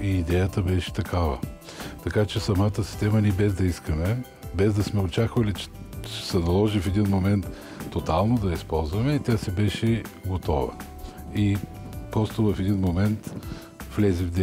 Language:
Bulgarian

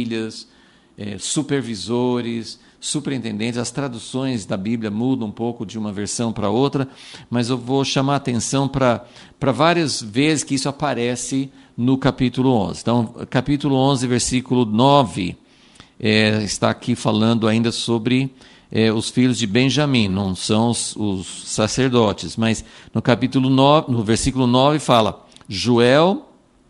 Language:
Portuguese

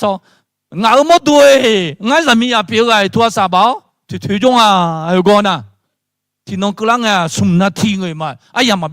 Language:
Akha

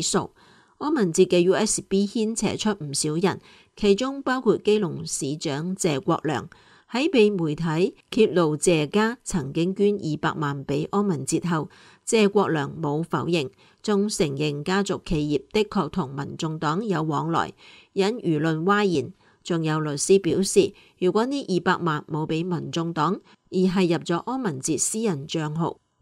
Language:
Cantonese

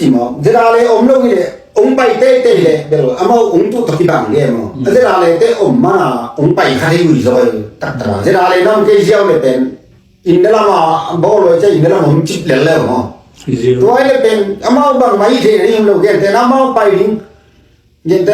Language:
Tedim Chin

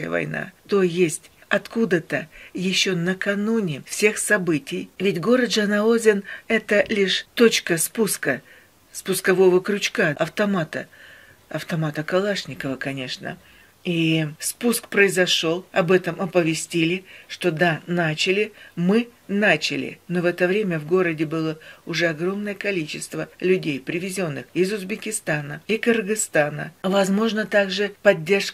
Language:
Russian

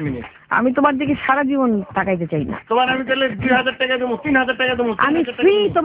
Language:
Bangla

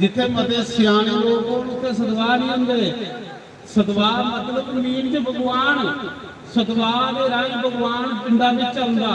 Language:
Dogri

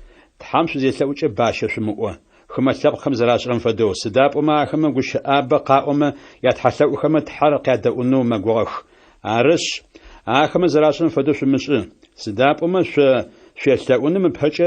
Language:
Adyghe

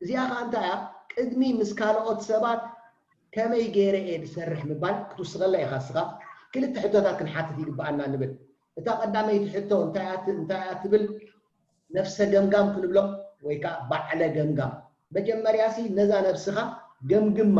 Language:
Tigrinya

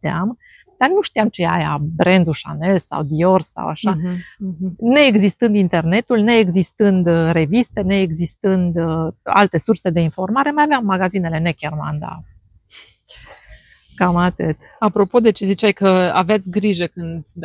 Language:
Romanian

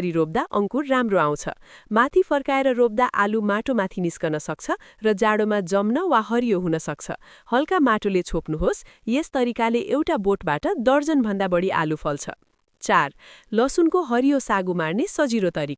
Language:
Nepali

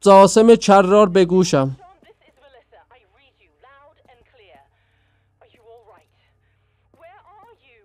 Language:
South Azerbaijani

